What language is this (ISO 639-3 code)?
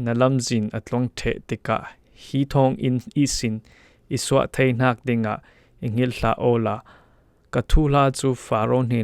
cfm